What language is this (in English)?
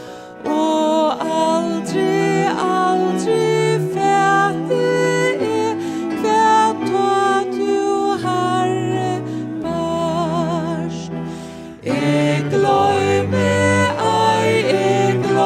Faroese